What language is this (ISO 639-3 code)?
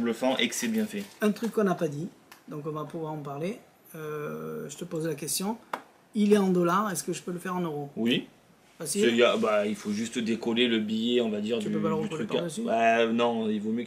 fra